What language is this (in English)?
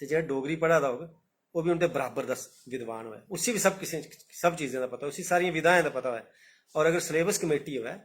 Dogri